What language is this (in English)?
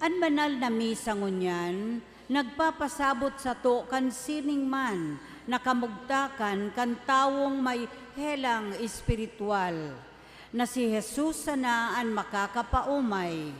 Bikol